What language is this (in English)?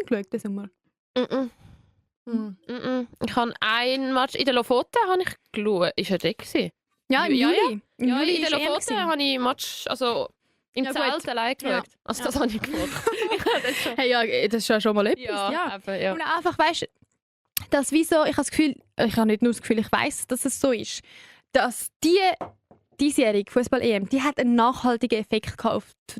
Swiss German